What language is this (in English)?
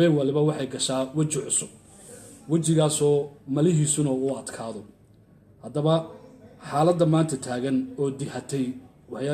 Somali